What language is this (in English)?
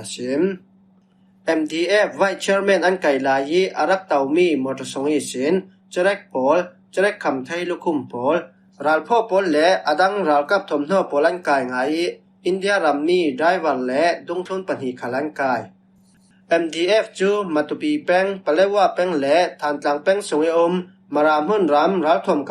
Falam Chin